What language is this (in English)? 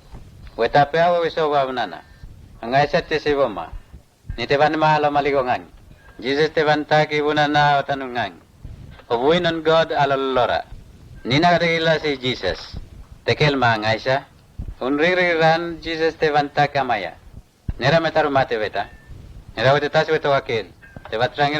Mota